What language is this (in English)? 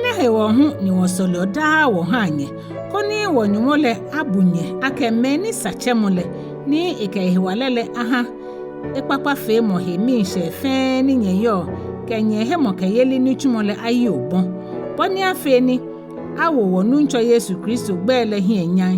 Ga